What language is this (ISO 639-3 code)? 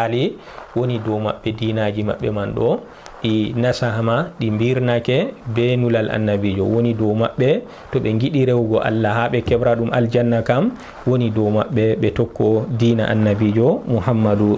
ful